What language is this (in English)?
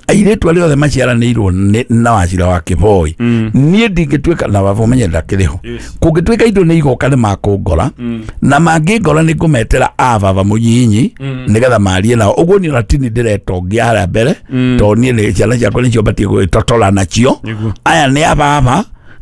Kikuyu